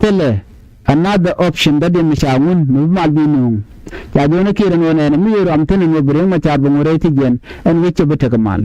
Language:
Nuer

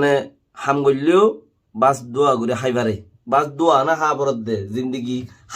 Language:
Rohingya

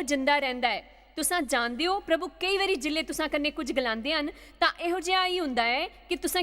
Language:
Dogri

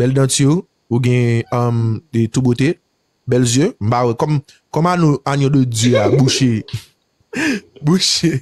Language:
Haitian Creole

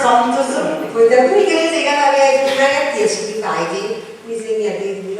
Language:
Sardinian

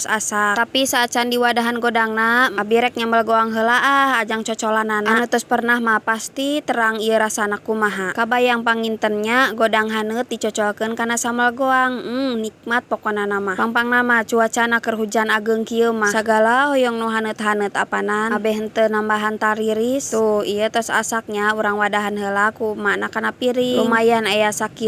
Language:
Sundanese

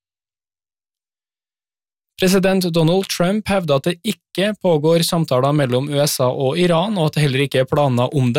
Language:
Norwegian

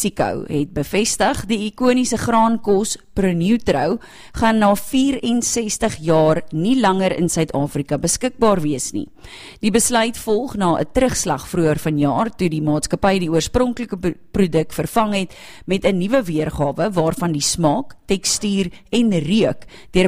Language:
Afrikaans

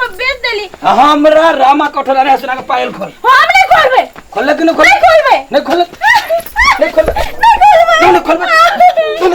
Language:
Maithili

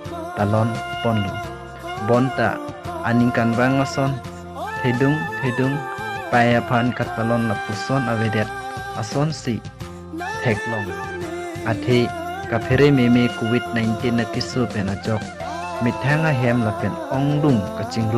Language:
Karbi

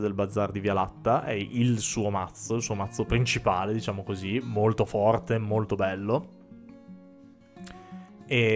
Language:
Italian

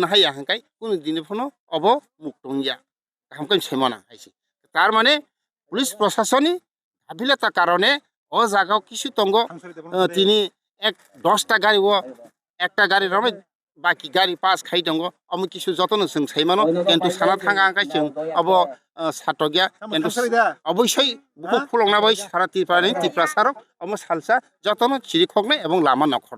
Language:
Kok Borok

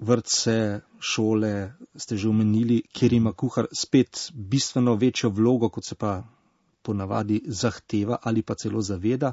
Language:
Slovenian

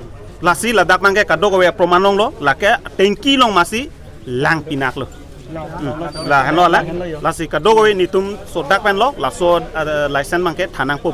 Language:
Karbi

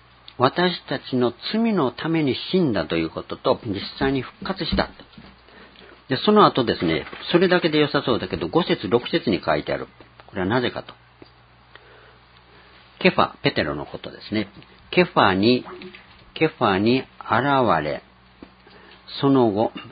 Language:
Japanese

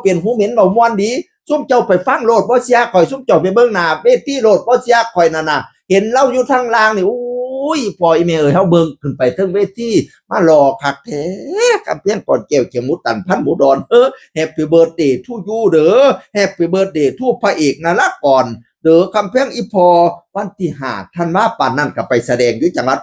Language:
Northeastern Thai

